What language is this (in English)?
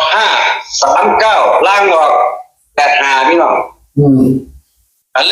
Northeastern Thai